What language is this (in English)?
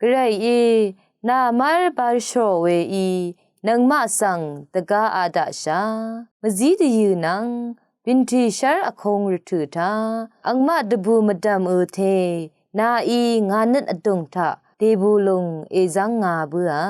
Rawang